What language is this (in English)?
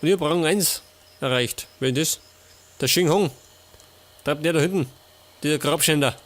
Bavarian